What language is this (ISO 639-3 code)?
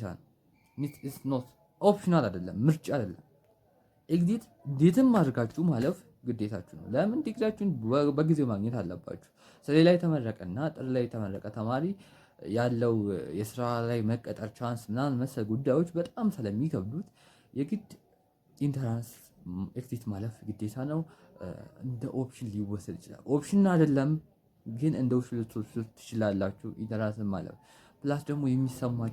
amh